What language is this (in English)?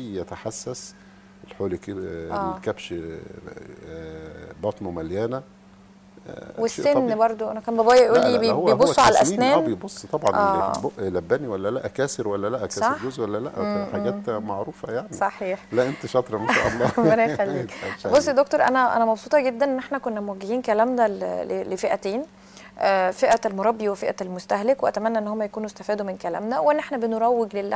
Egyptian Arabic